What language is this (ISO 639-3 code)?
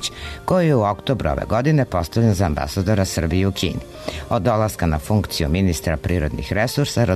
srp